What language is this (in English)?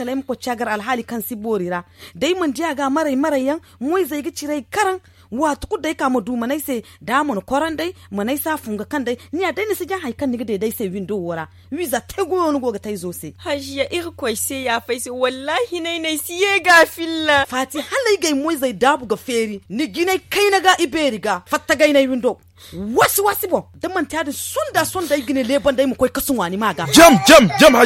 Zarma